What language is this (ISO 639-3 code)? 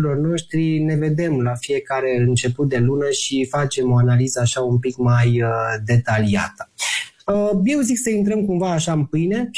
ron